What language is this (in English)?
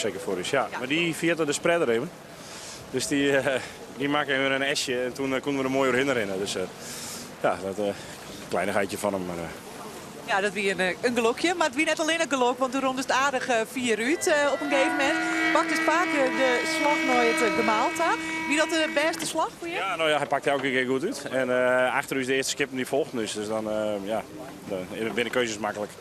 Western Frisian